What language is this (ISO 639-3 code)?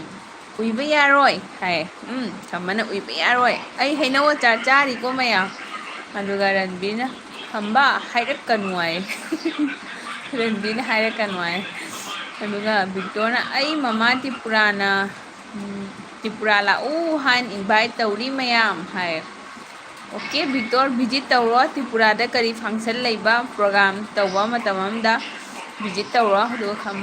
mni